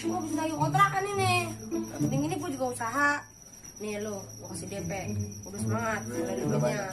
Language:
Betawi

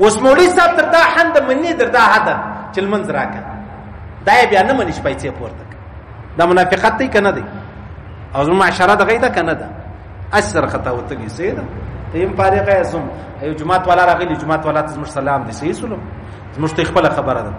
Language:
Pashto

